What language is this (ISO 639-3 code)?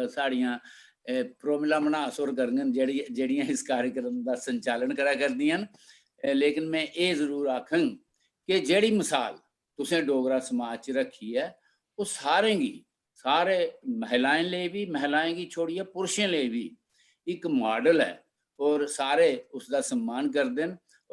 doi